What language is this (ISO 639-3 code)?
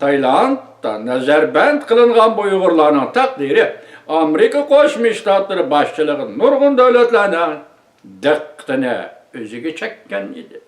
uig